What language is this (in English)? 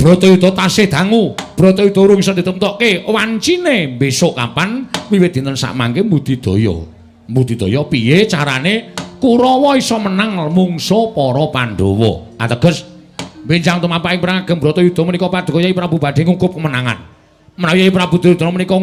Javanese